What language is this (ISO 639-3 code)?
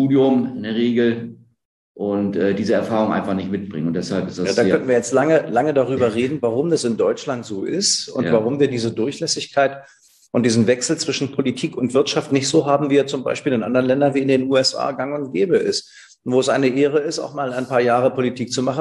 deu